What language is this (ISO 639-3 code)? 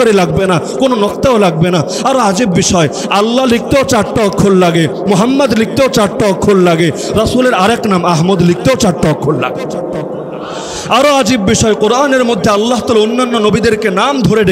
ben